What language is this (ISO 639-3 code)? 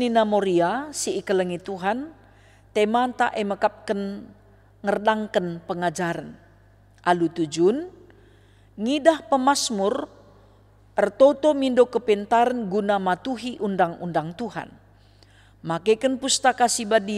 btx